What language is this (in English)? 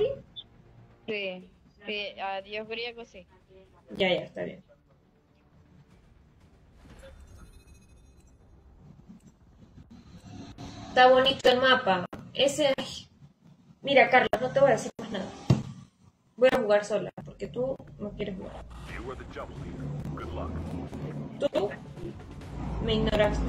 Spanish